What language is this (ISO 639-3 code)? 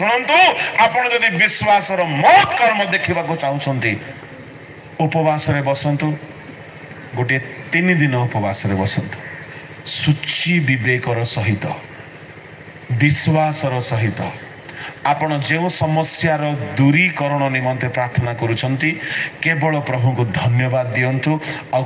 ori